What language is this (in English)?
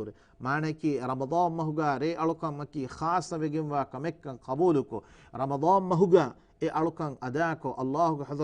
Divehi